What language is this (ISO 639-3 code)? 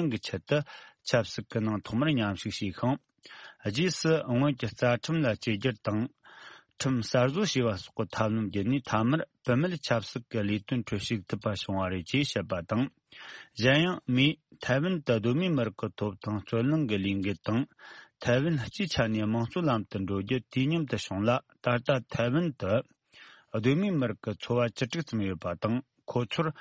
bod